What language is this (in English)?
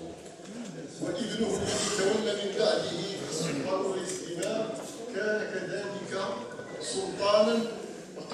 Arabic